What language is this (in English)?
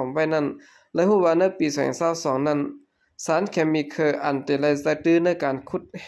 Shan